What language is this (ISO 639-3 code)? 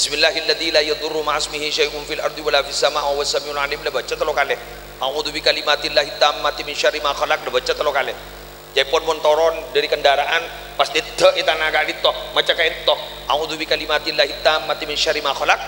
mad